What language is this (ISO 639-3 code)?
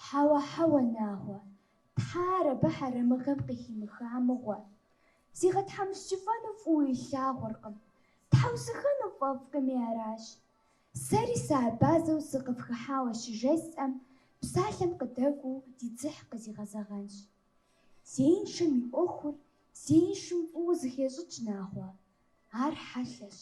kbd